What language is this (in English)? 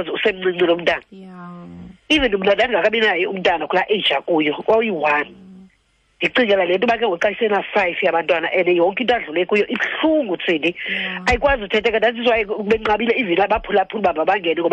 Xhosa